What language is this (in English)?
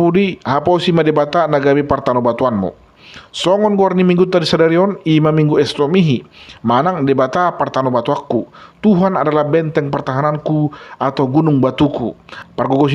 Batak Toba